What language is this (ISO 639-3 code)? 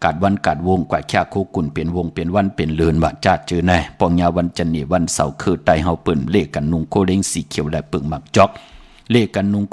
shn